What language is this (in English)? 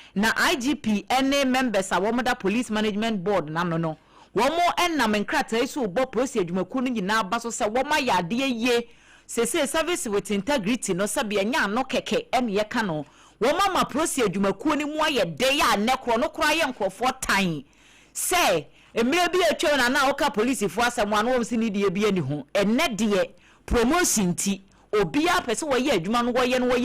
Akan